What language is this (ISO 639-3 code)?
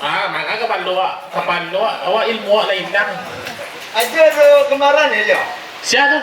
min